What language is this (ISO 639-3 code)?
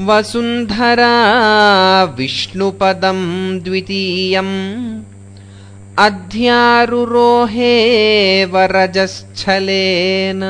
san